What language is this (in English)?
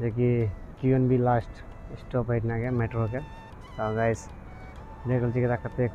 Maithili